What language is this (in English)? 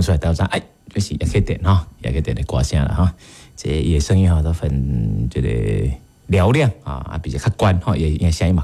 Min Nan Chinese